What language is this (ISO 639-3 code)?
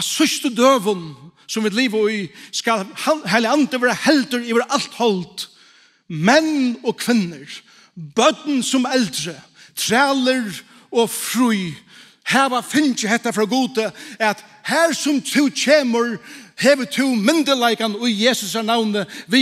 fao